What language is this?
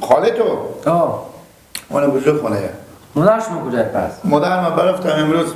Persian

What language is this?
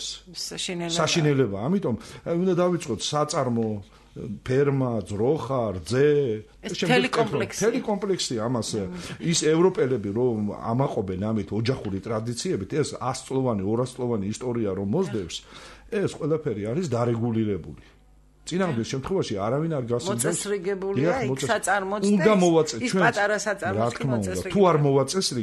Georgian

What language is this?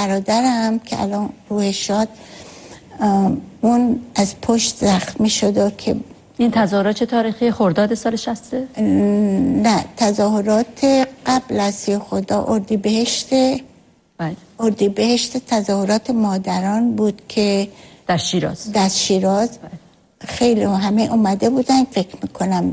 Persian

